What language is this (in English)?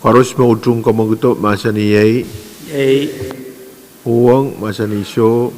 Pohnpeian